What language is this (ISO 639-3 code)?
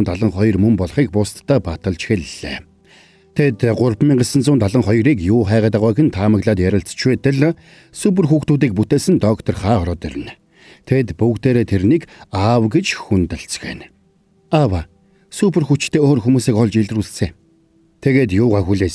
mon